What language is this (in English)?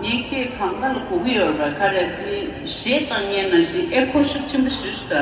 Tibetan